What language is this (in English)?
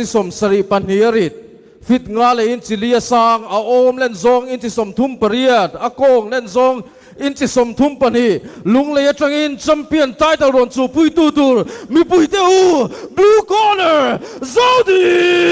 Mizo